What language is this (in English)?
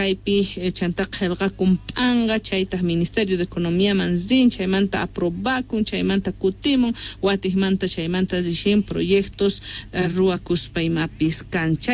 South Bolivian Quechua